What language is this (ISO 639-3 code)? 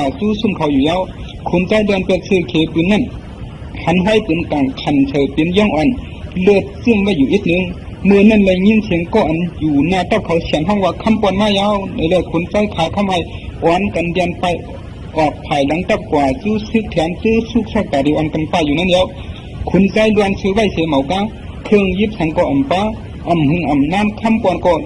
shn